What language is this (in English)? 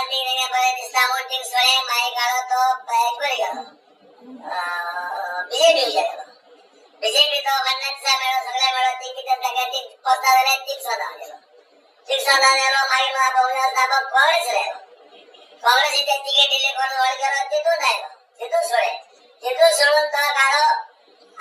Konkani